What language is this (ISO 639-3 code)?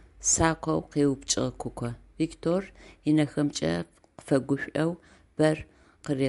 ady